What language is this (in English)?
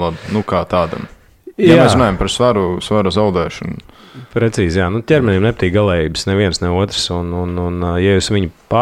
Latvian